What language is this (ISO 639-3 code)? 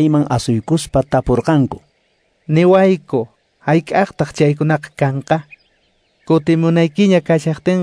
que